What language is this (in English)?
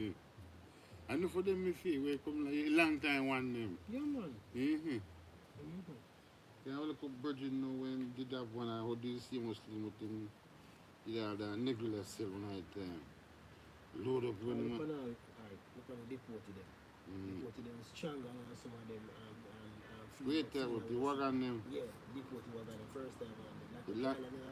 Jamaican Creole English